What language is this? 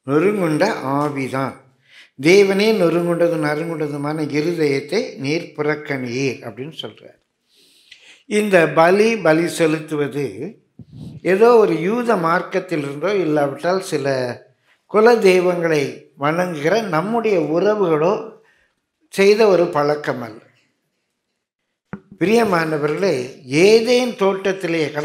Tamil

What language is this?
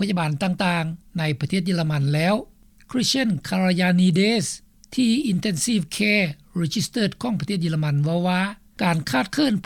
Lao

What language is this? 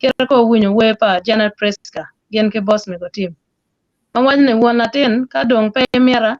Acoli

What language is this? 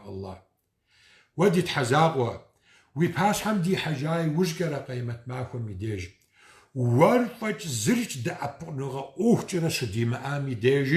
Kabardian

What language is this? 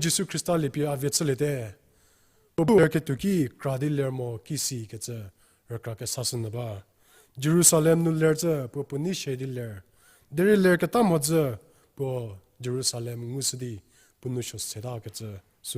Angami Naga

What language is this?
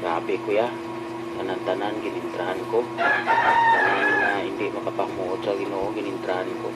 Hiligaynon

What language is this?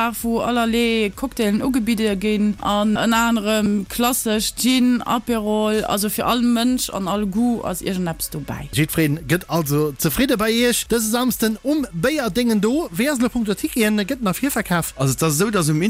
Luxembourgish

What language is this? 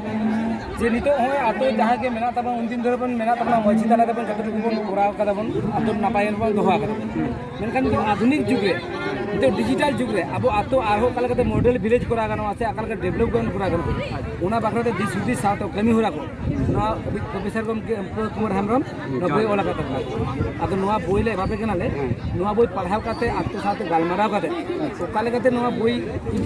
Santali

